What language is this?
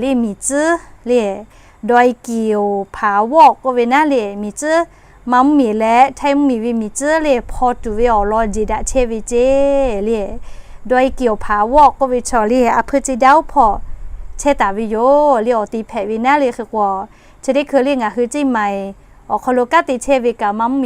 Lahu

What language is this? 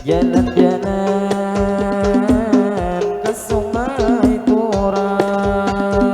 Banjar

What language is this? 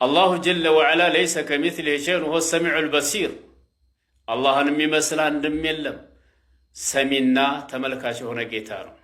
Amharic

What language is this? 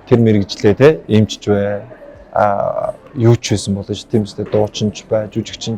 Mongolian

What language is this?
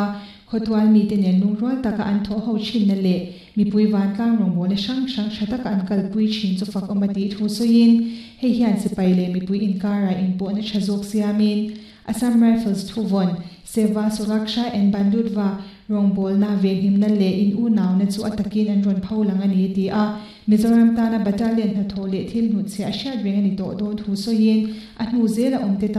Mizo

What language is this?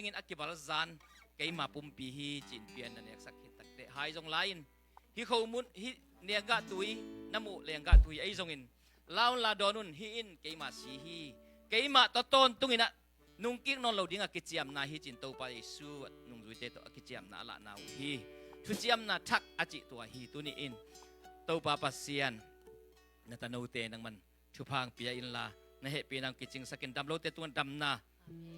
Tedim Chin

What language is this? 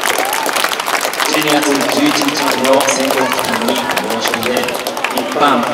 Japanese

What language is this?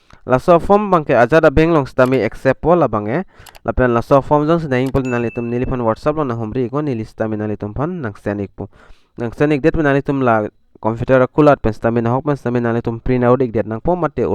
Karbi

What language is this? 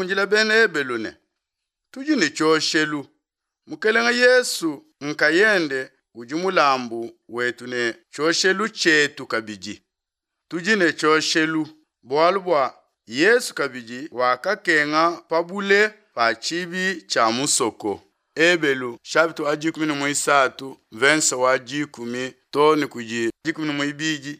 Luba-Lulua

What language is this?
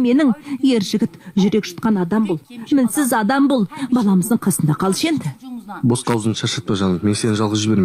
Kazakh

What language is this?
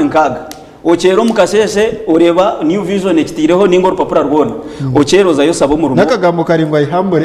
Nyankole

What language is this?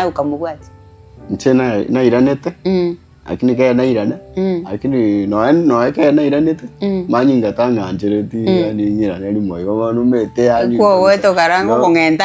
Gusii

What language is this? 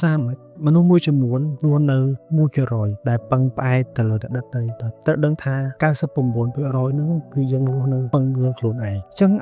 Khmer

